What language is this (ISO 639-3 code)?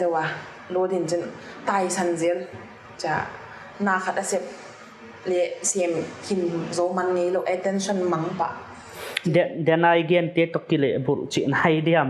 pck